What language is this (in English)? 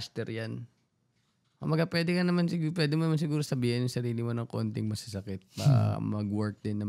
Filipino